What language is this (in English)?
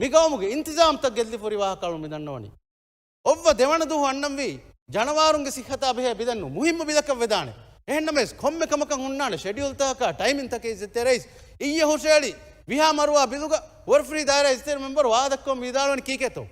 Divehi